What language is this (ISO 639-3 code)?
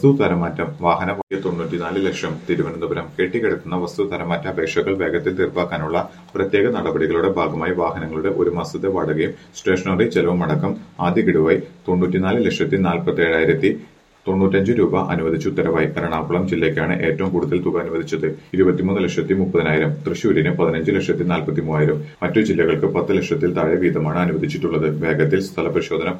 mal